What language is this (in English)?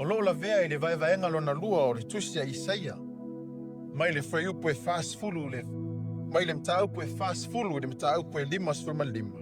Samoan